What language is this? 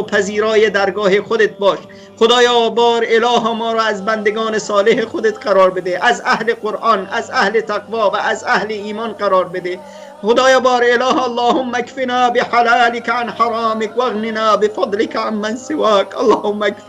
Persian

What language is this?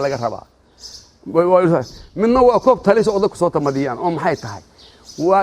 Somali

